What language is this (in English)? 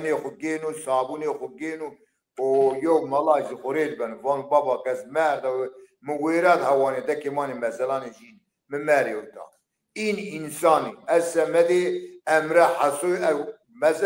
Zaza